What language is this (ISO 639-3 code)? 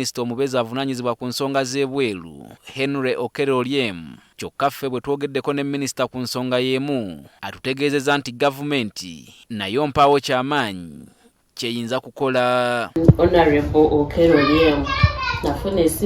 lug